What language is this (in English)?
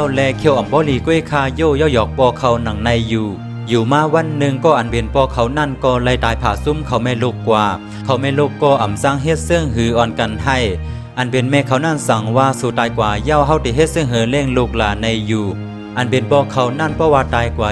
Shan